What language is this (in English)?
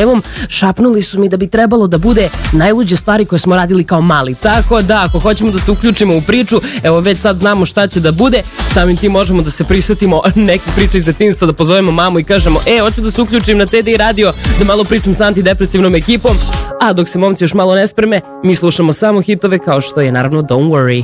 Serbian